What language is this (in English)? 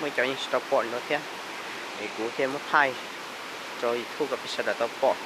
Hmong